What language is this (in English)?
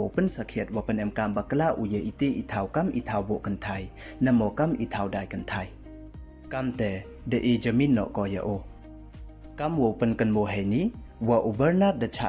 Pnar